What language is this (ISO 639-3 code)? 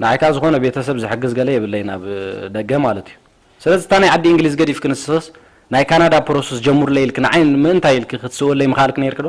tir